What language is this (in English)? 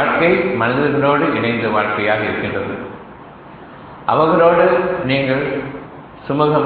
Tamil